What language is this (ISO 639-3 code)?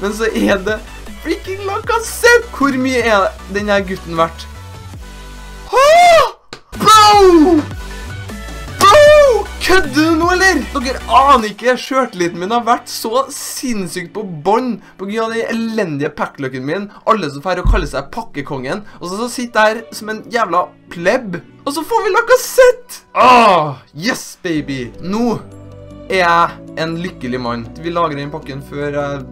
nor